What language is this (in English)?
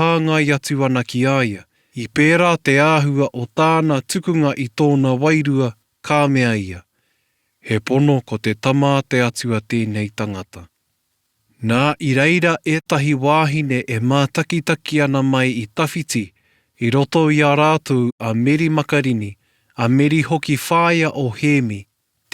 Māori